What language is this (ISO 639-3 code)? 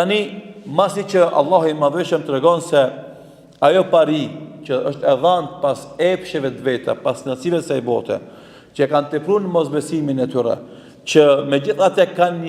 sqi